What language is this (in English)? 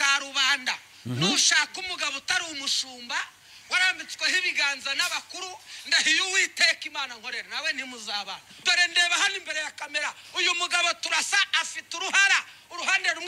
Kinyarwanda